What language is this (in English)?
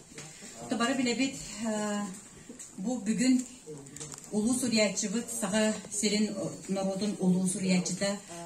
Yakut